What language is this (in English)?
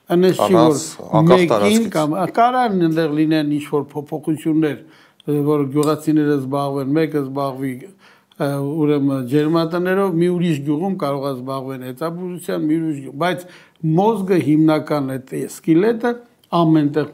Armenian